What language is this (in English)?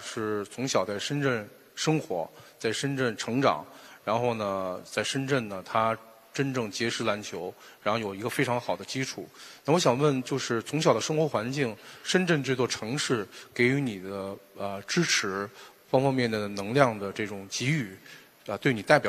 Chinese